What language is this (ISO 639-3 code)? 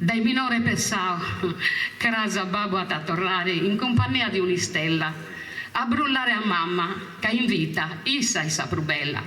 srd